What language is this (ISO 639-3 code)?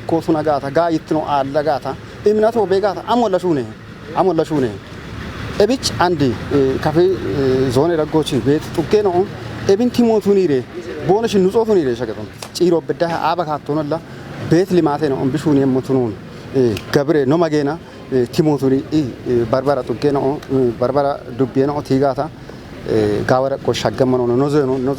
kbr